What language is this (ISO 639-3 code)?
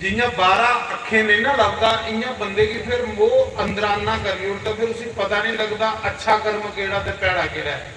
doi